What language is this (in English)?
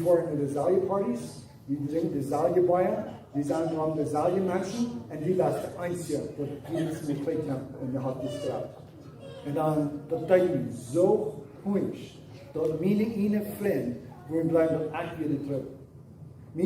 Plautdietsch